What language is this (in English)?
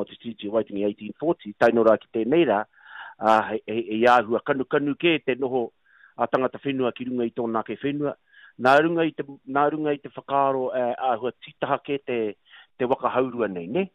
Māori